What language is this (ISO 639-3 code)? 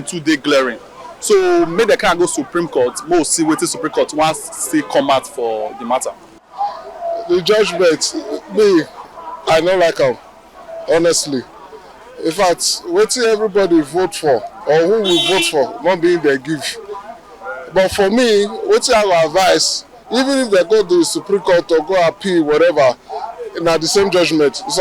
pcm